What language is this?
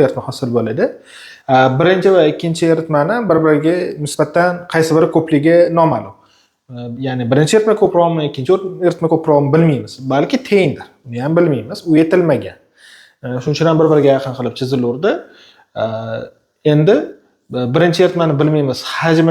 Uzbek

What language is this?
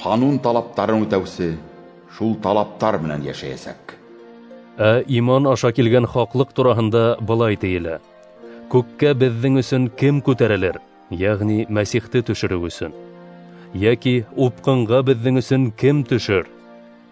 Bashkir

